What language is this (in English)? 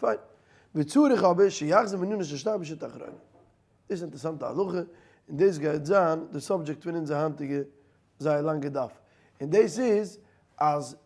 Yiddish